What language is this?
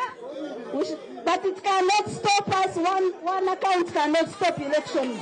Nyankole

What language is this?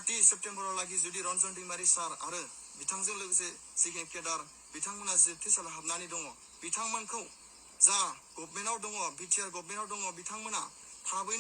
Bodo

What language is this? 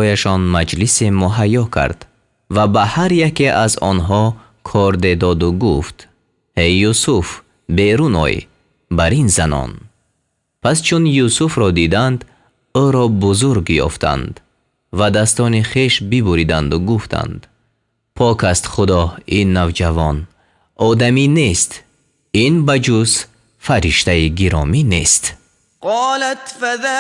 Tajik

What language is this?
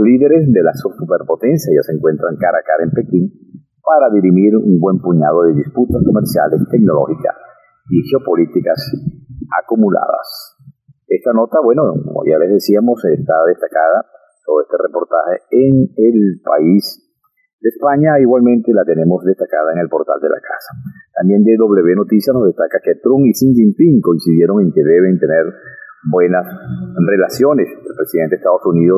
Spanish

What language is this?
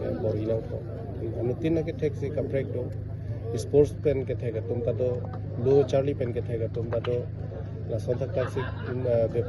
Karbi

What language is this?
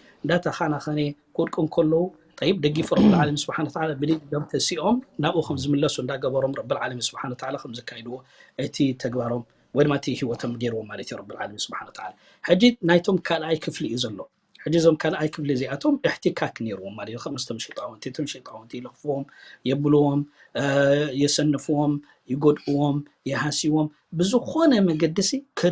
Tigrinya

